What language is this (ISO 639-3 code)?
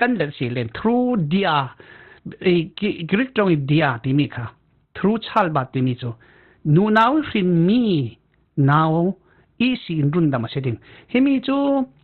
cfm